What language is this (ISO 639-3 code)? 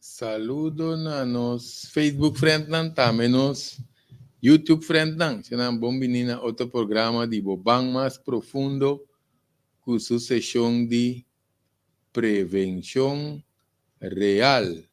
pap